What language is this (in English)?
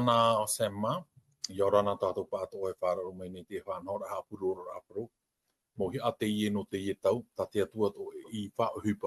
Tahitian